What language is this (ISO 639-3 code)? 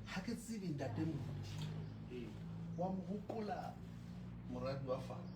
sot